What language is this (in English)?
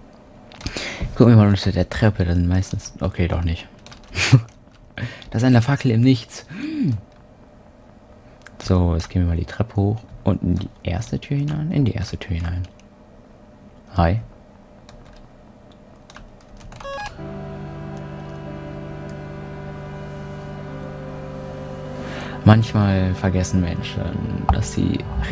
German